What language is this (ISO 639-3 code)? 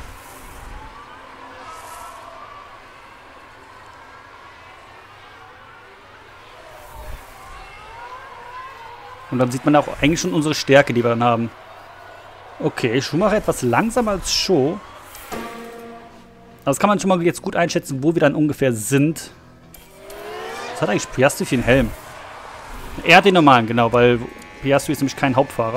deu